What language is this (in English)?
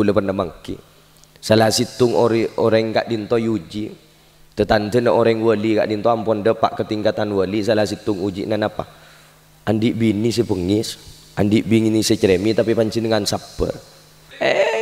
Madurese